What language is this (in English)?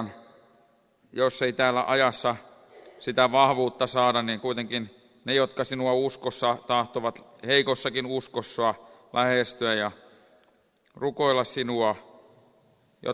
Finnish